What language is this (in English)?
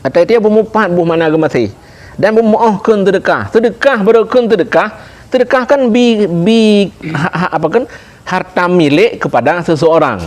Achinese